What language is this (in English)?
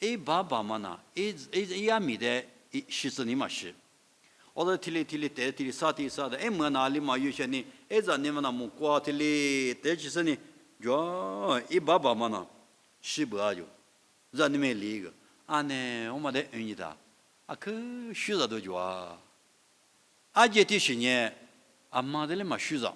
Lisu